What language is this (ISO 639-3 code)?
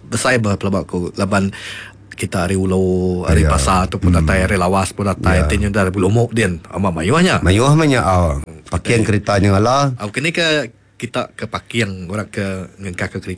iba